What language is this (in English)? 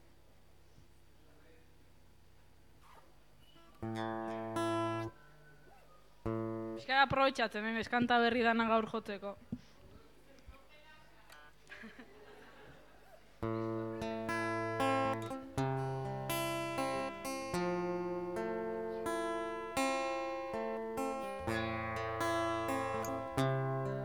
Basque